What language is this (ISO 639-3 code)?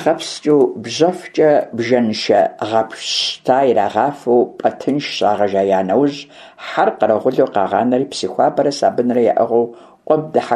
kbd